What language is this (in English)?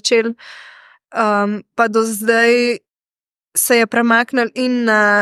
Slovenian